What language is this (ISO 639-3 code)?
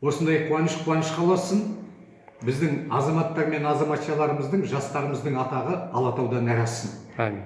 kaz